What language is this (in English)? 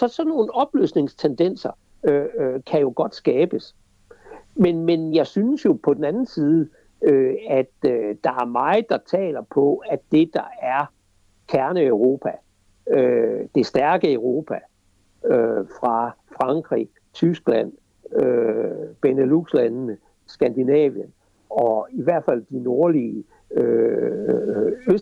Danish